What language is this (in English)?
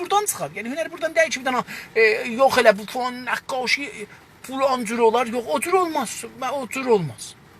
South Azerbaijani